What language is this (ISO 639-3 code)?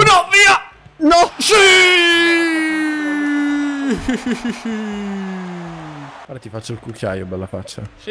ita